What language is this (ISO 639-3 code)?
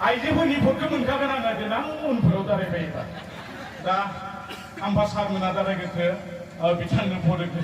brx